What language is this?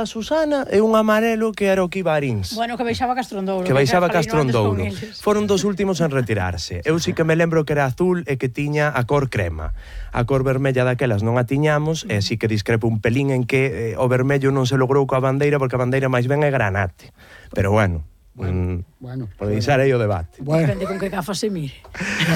Galician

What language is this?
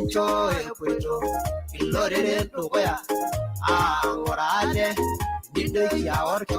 Masai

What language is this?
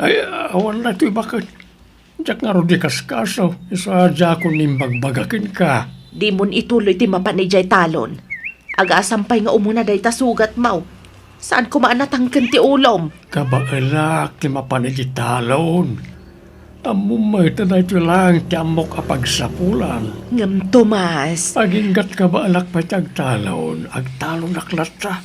Iloko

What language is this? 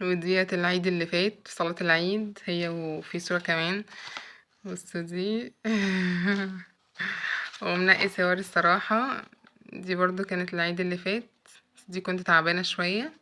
Egyptian Arabic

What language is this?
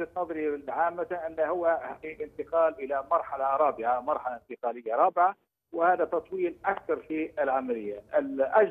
Arabic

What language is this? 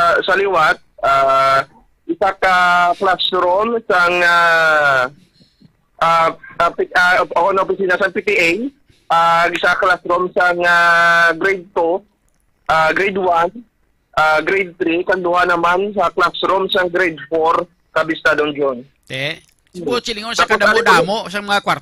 Hiligaynon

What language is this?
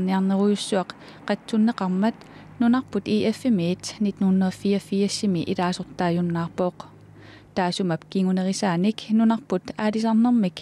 Kalaallisut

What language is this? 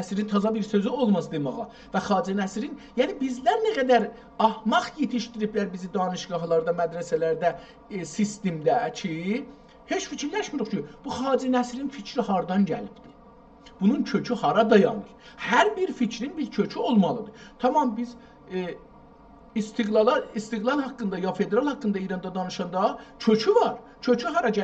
South Azerbaijani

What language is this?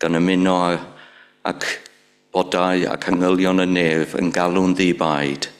Welsh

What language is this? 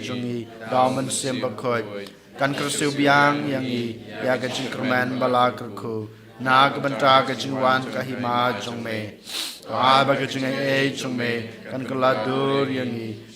Khasi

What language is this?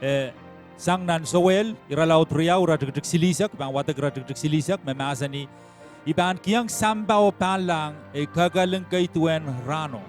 Pohnpeian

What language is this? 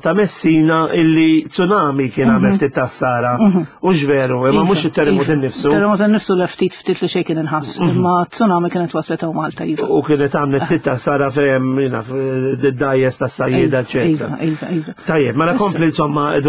Maltese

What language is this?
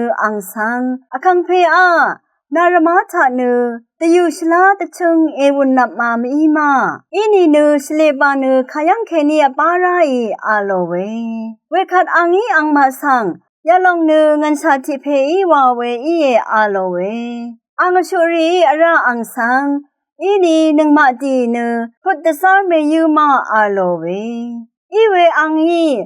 Rawang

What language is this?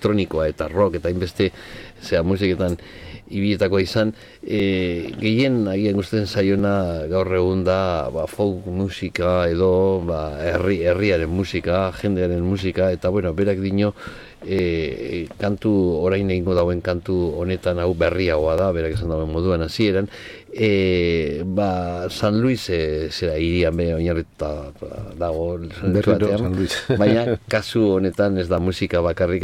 Basque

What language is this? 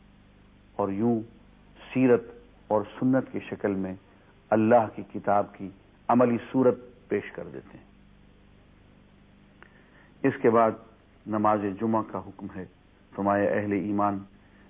Urdu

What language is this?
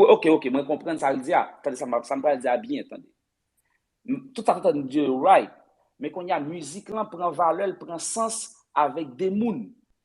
Haitian Creole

